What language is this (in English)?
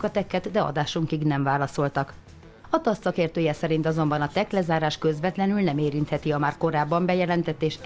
Hungarian